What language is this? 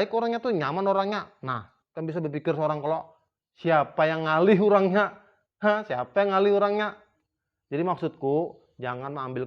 Banjar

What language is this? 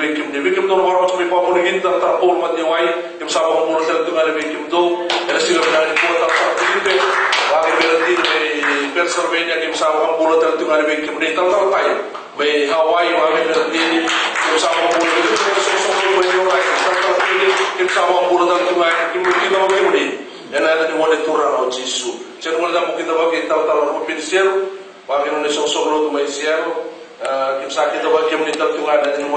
Fijian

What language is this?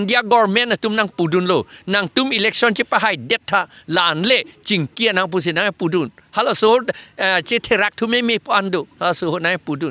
Karbi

